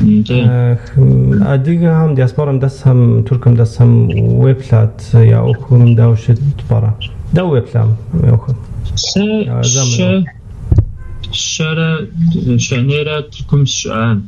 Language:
Kabardian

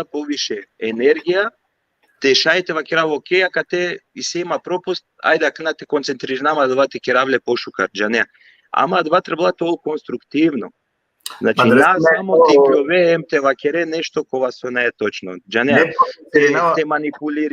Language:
Balkan Romani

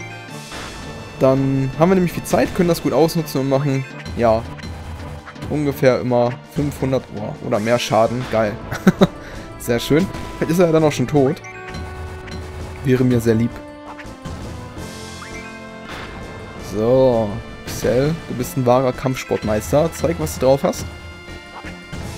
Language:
German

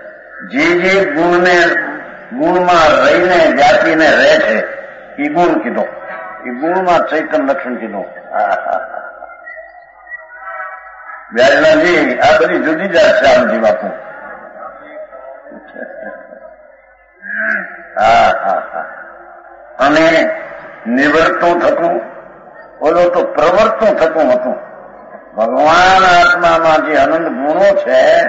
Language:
Gujarati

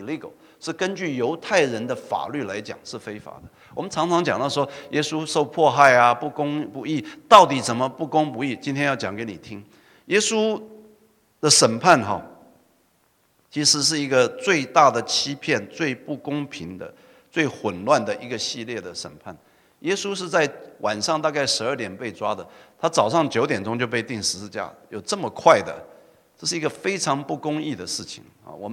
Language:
Chinese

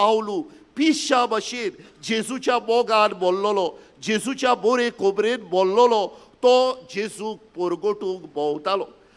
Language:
Konkani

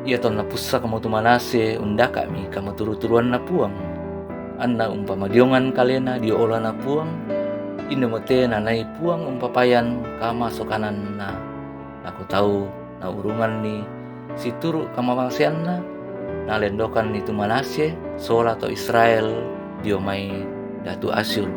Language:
Toraja-Sa'dan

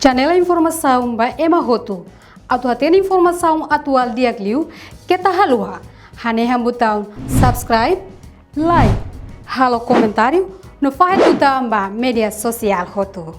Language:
Tetum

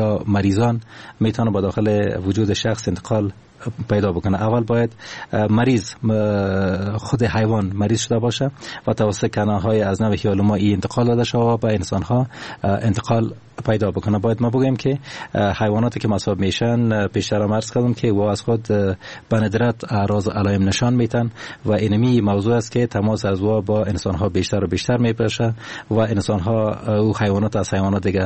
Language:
Persian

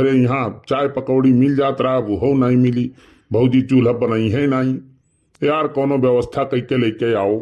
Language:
Awadhi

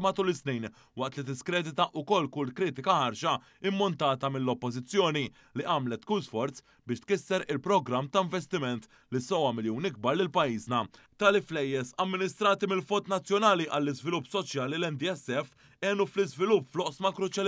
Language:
Maltese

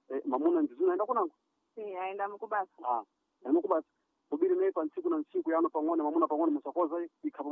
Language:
Sena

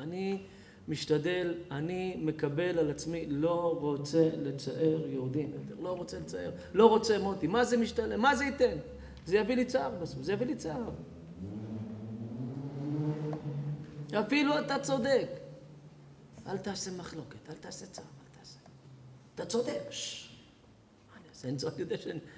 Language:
Hebrew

